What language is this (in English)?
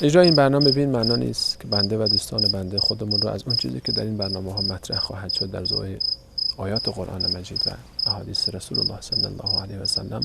Persian